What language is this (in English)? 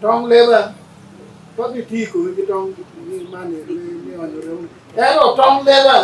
Acoli